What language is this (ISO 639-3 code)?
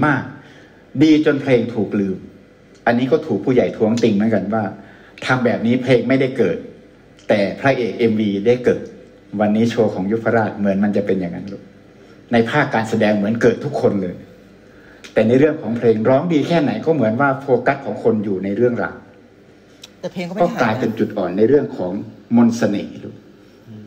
tha